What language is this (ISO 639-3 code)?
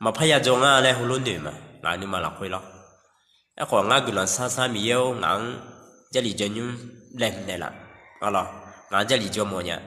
ahk